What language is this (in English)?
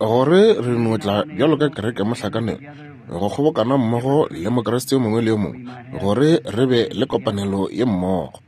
Northern Sotho